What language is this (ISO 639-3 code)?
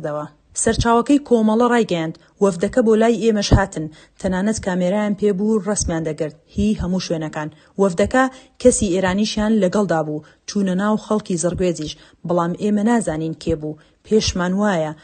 ckb